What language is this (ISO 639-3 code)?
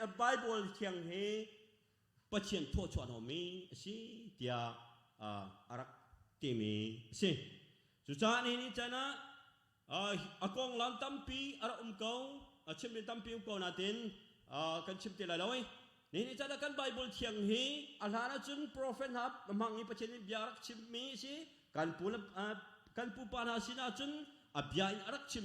cnh